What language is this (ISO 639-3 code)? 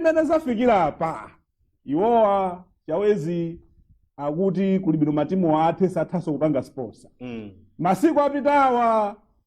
nya